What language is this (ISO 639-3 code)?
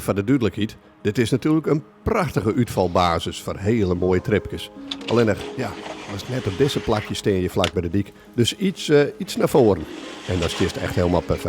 fry